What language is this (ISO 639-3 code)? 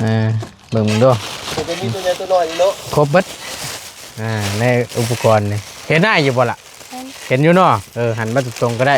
tts